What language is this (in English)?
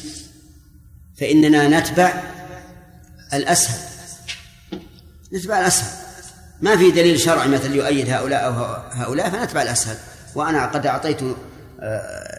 Arabic